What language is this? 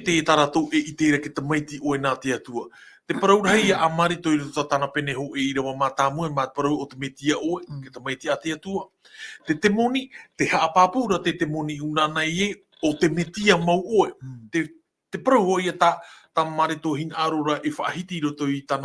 Tahitian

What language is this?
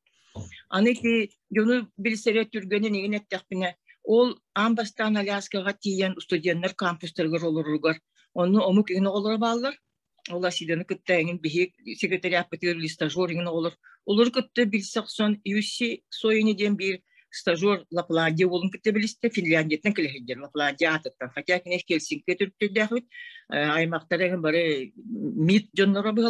Yakut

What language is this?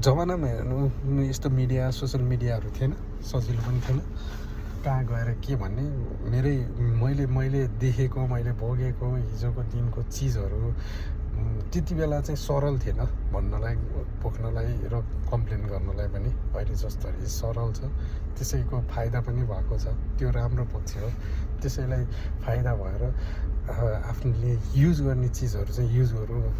Nepali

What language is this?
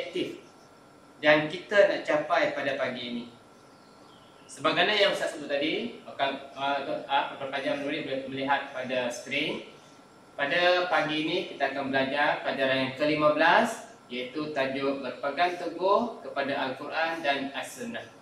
Malay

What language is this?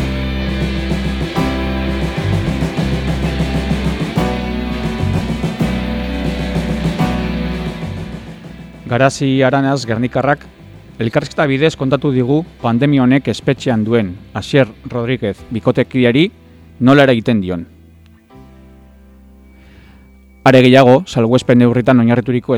Basque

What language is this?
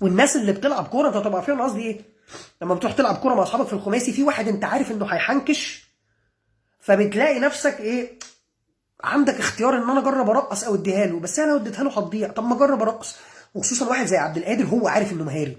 Egyptian Arabic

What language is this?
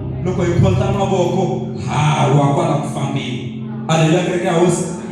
Tsonga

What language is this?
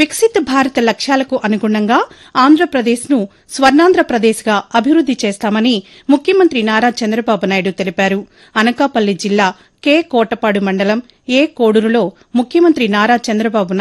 Telugu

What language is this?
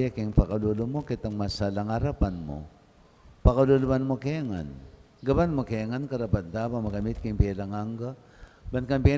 Pampanga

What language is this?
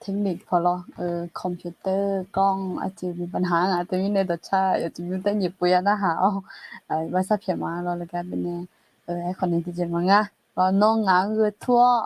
Akha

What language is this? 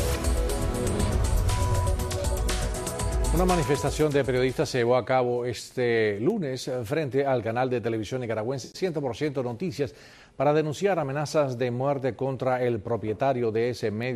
Spanish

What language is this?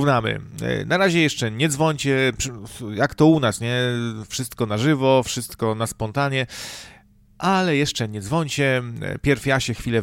Polish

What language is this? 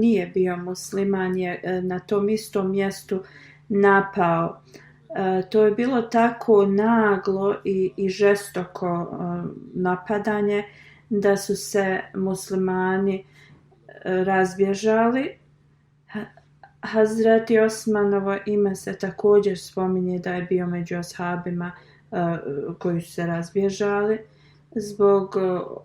Bosnian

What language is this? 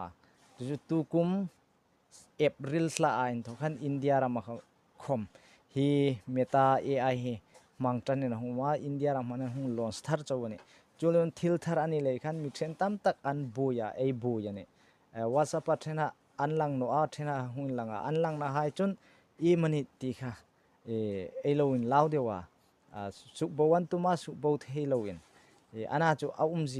Hmar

